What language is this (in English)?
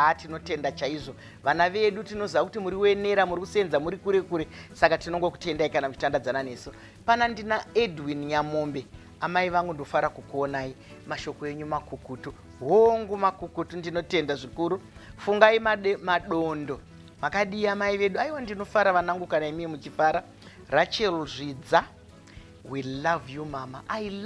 Shona